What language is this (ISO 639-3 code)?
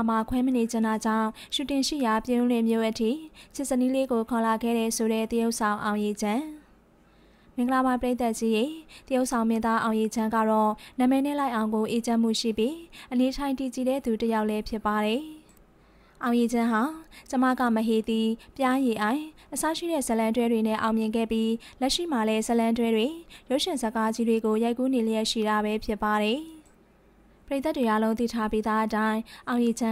mya